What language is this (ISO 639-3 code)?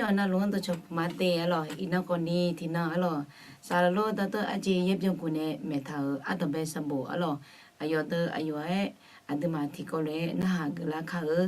ahk